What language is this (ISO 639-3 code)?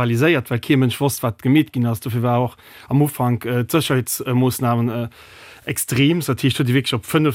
ltz